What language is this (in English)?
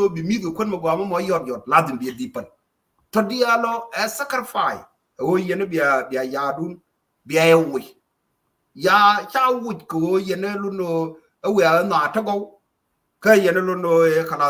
Nuer